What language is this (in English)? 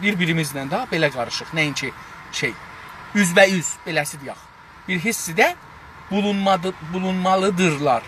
South Azerbaijani